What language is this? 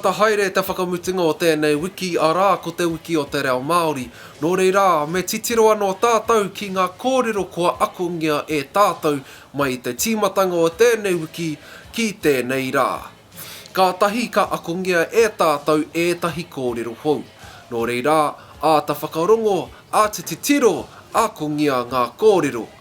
Māori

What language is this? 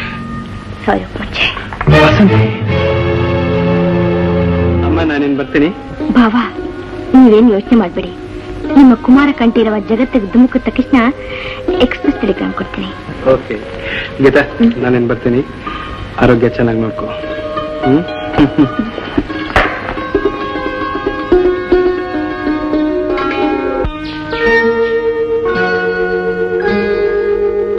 Kannada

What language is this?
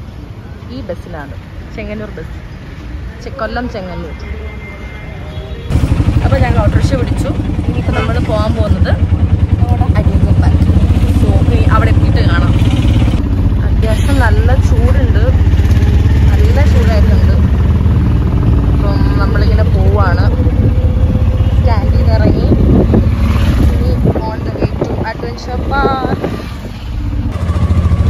Malayalam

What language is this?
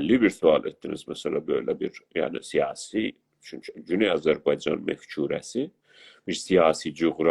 South Azerbaijani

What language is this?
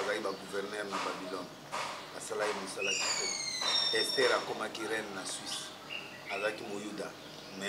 Lingala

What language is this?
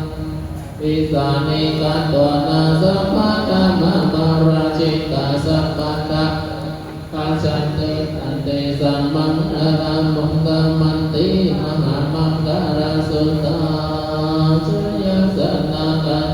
Pali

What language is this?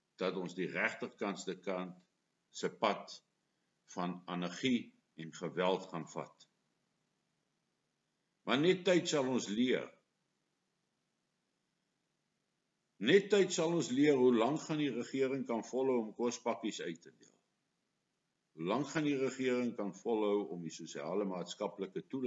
Afrikaans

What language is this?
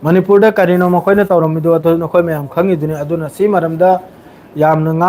Manipuri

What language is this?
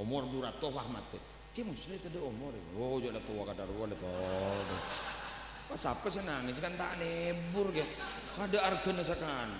Madurese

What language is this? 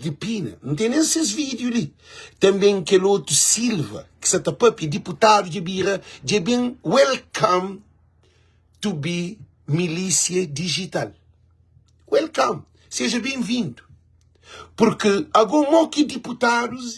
Kabuverdianu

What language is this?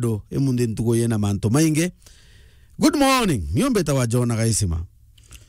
Meru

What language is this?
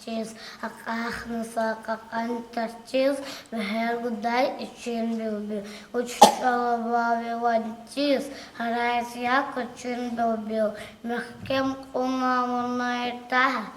Lezghian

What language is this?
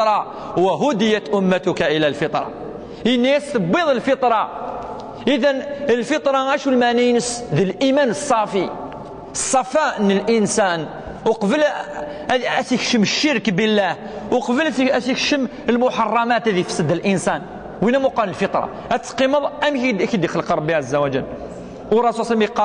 Kabyle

